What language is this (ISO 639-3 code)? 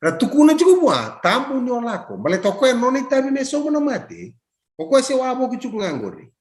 fij